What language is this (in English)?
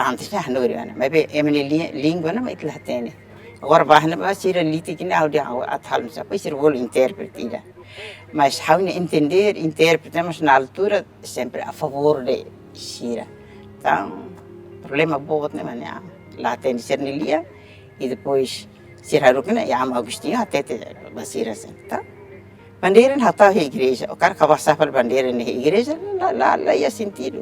Tetum